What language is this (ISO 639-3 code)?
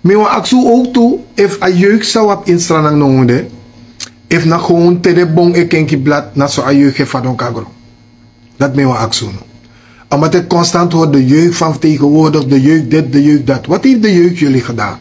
srn